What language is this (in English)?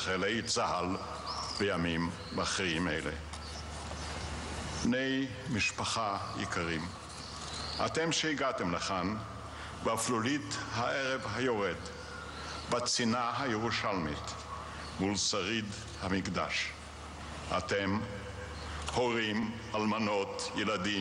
Hebrew